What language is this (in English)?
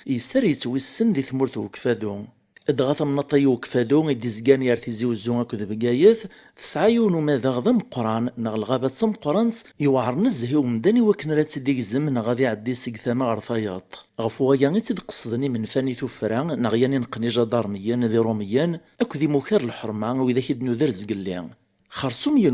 Kabyle